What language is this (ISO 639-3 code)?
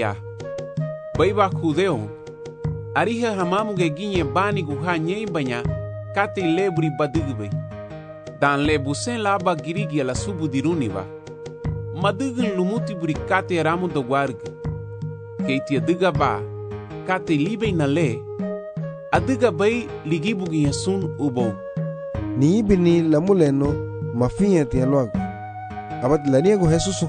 cab